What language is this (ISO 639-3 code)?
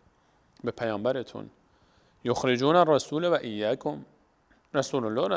fas